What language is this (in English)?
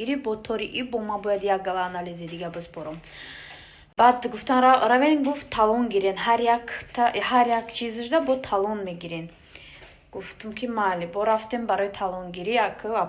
Tajik